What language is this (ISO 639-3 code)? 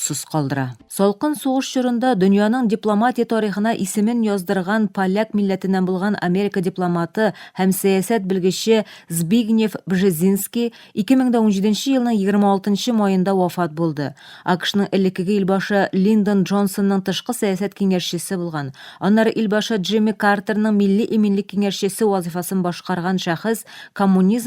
tat